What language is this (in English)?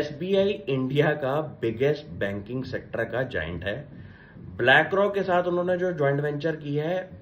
Hindi